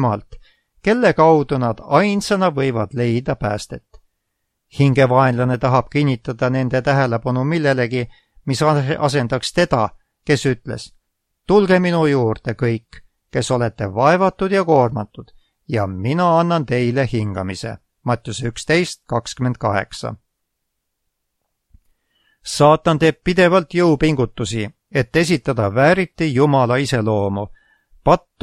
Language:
Estonian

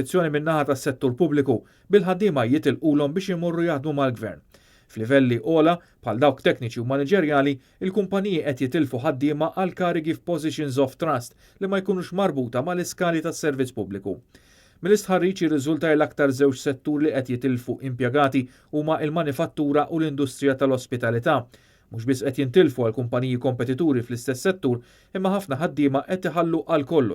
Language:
Maltese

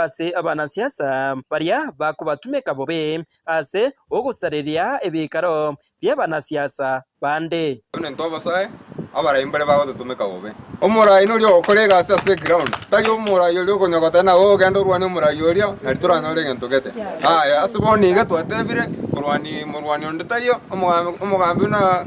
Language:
Gusii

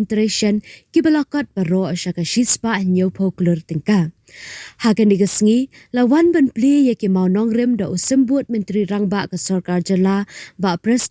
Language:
Khasi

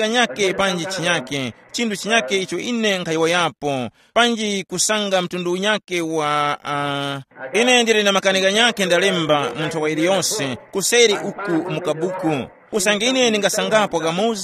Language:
Tumbuka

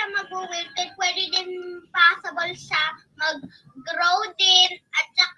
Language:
Filipino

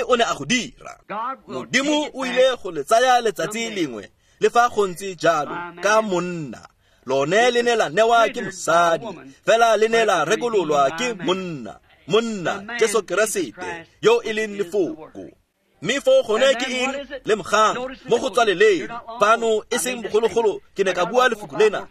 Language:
Tswana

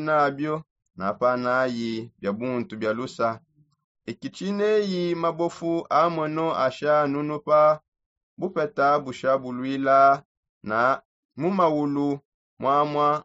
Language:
Songe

